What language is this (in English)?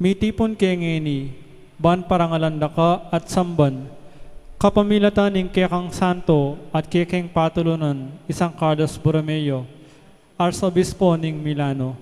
Pampanga